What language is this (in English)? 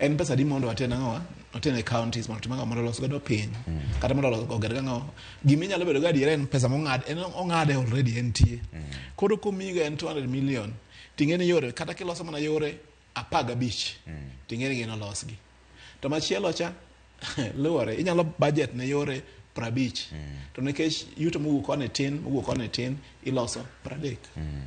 Luo (Kenya and Tanzania)